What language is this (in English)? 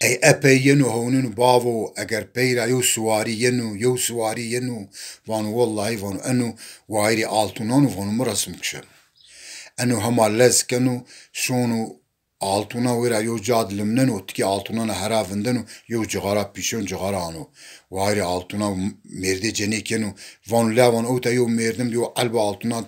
Zaza